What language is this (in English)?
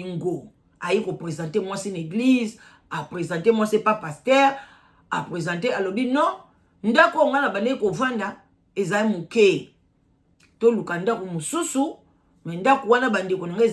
Lingala